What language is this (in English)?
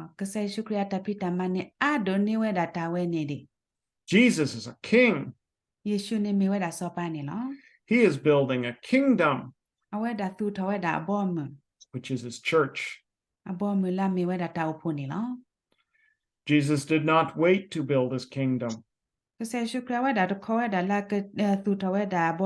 S'gaw Karen